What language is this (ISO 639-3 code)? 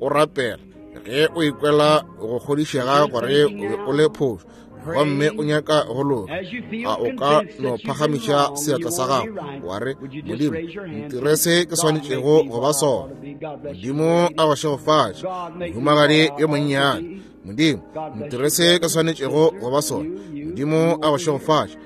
nso